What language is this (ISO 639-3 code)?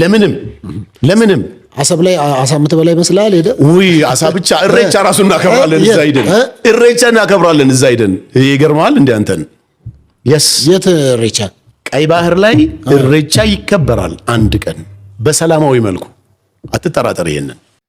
amh